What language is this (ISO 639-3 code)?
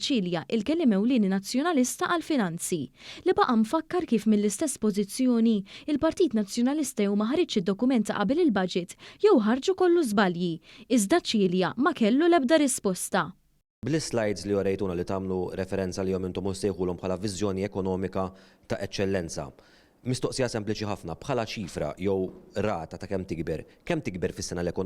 mlt